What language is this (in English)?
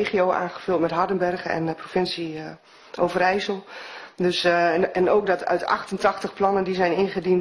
Dutch